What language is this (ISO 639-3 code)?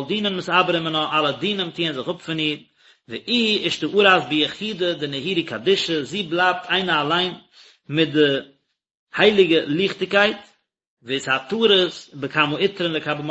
yid